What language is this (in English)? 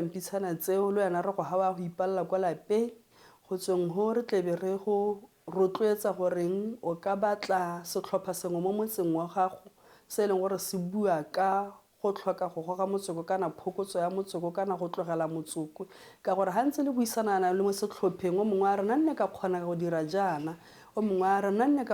Tswana